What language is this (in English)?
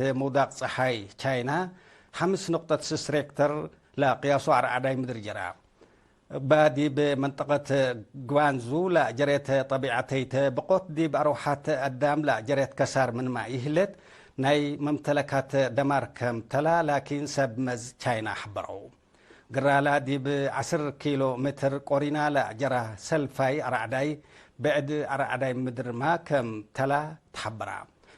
Tigre